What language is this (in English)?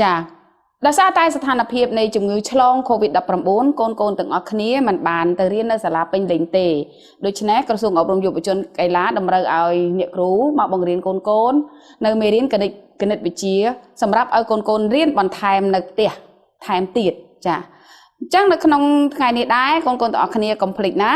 Khmer